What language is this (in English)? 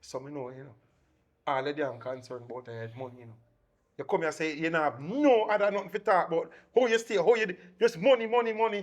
Jamaican Creole English